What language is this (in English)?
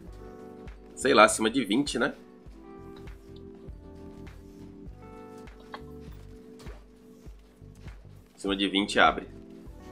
Portuguese